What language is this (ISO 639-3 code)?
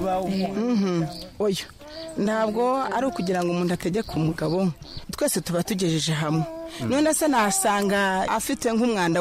kin